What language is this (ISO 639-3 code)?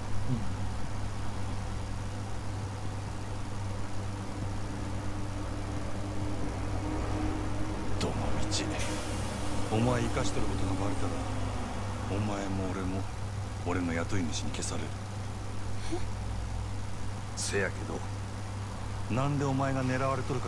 jpn